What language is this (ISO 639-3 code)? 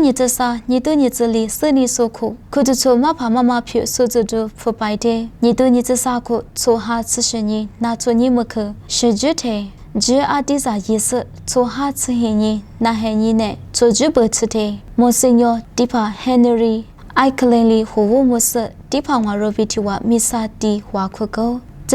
lis